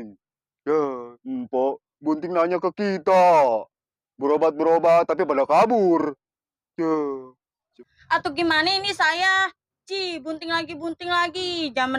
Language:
Betawi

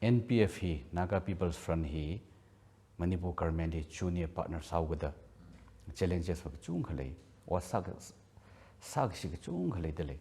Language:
Tangkhul Naga (India)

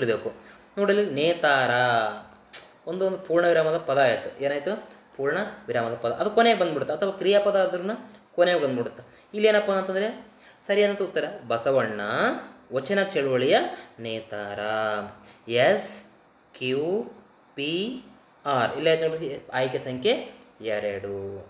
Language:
Kannada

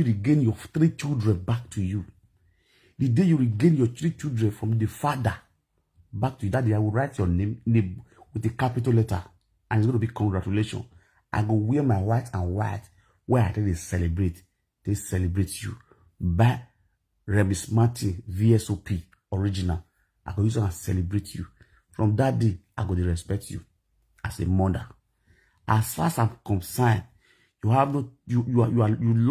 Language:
Nigerian Pidgin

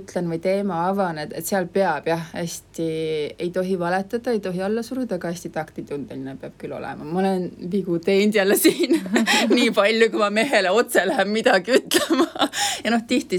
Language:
Estonian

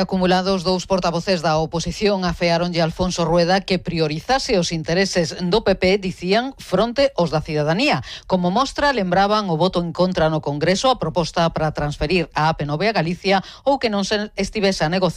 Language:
Galician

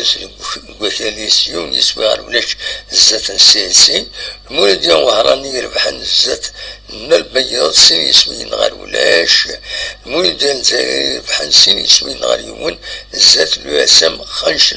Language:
Kabyle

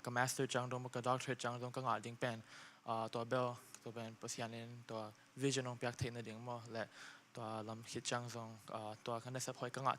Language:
Tedim Chin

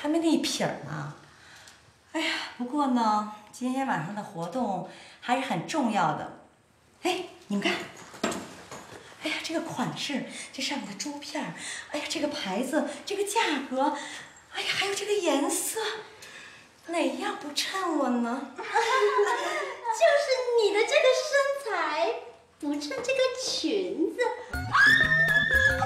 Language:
Chinese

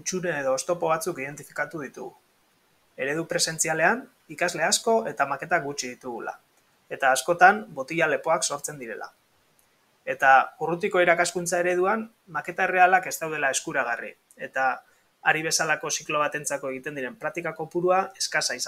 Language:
Basque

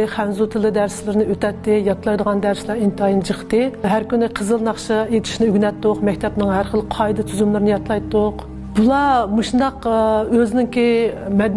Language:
Uyghur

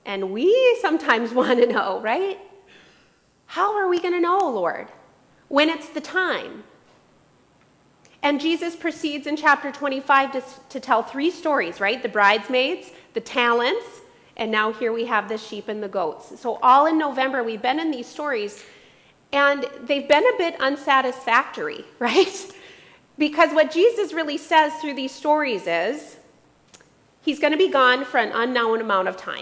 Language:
English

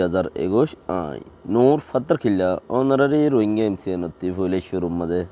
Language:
Rohingya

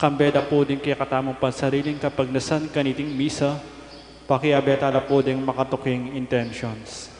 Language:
Pampanga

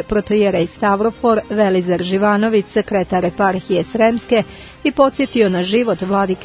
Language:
Serbian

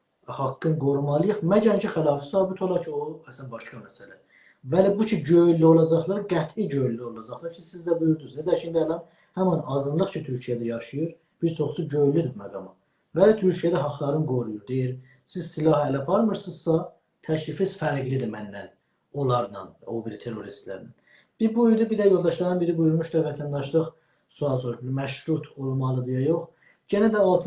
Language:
South Azerbaijani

